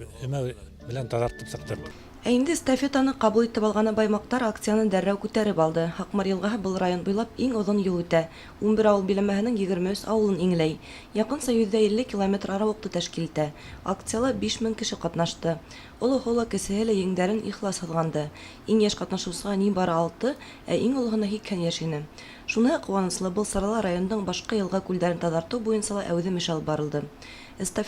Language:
Bashkir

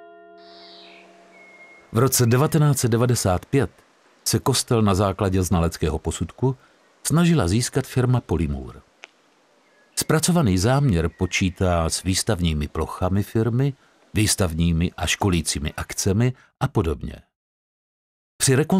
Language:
Czech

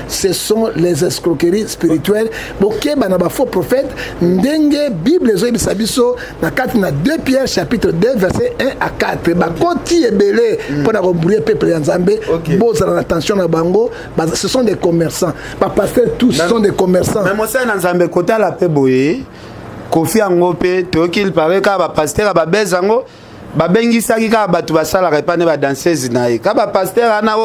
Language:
Lingala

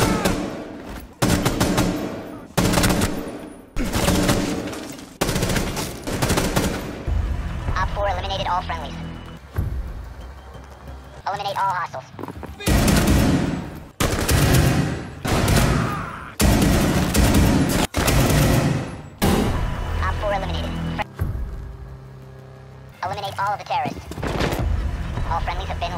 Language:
English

